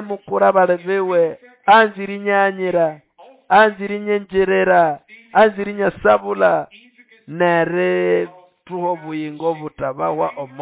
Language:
Nande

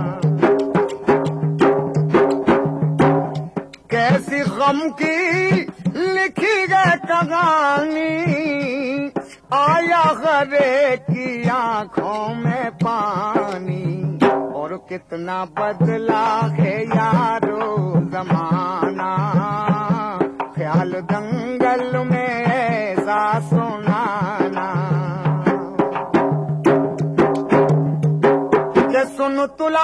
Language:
Hindi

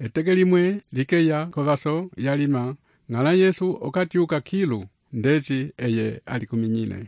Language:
Umbundu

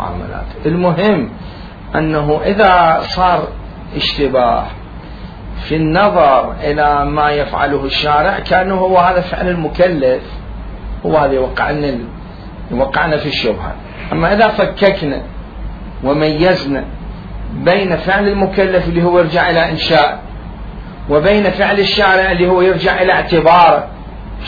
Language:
Mesopotamian Arabic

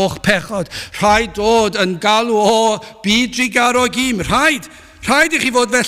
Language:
Welsh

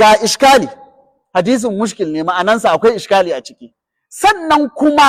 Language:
Hausa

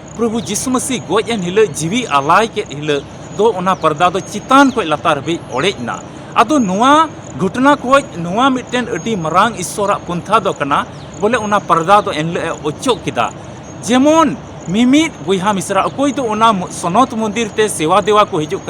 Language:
Santali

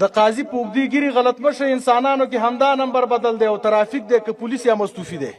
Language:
Pashto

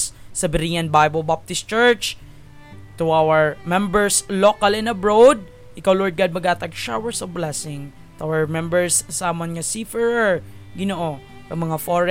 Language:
Hiligaynon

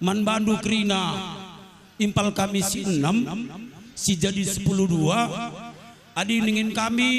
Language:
Batak Karo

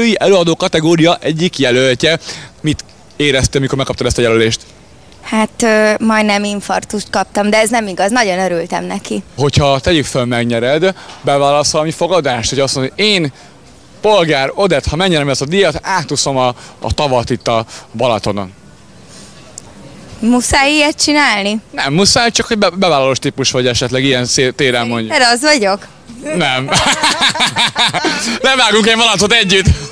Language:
Hungarian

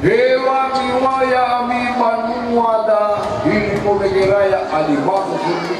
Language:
Nias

